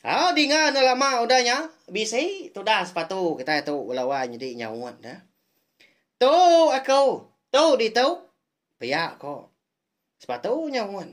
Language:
Iban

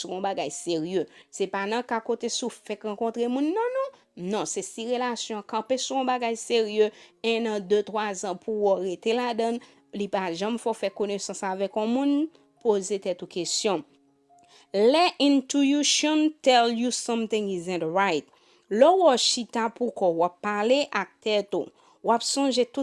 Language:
Haitian Creole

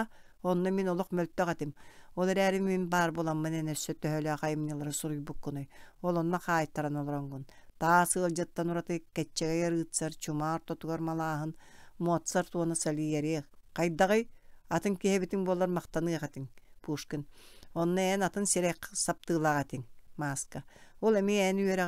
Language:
Yakut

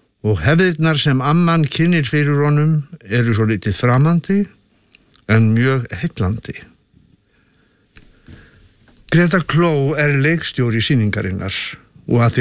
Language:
Icelandic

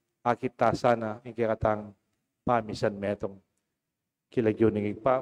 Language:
Pampanga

